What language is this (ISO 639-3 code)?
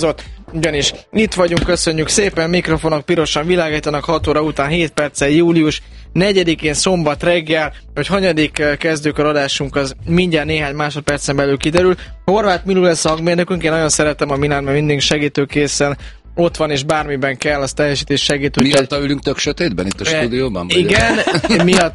hun